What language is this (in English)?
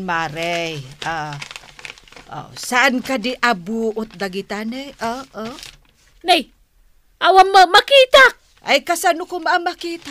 Iloko